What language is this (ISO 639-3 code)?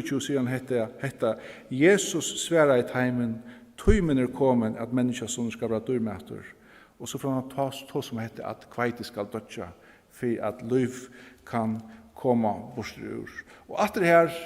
fao